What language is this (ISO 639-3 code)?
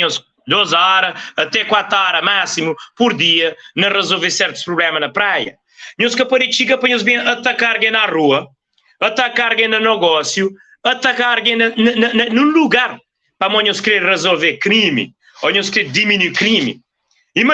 kea